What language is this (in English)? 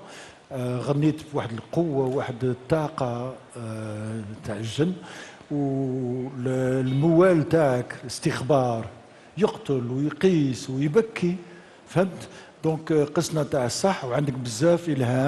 Algerian Arabic